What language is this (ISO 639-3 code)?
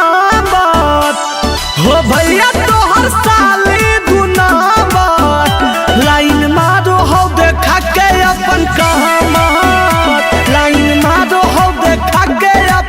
mag